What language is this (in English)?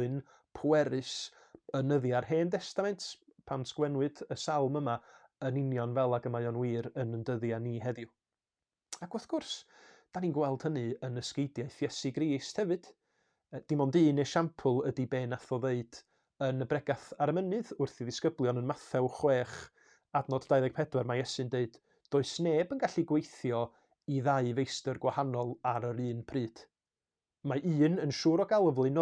Welsh